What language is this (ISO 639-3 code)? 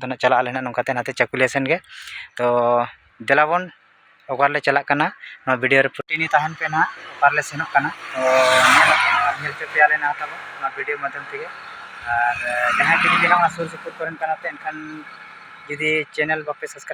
sat